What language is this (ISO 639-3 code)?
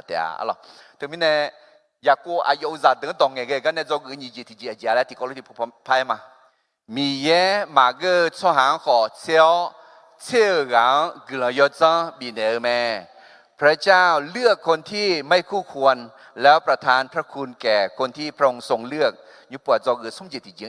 ahk